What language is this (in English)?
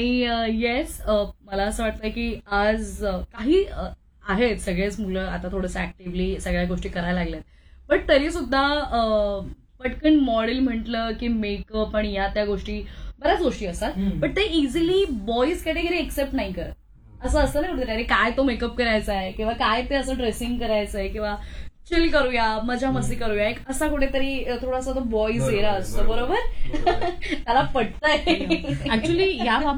Marathi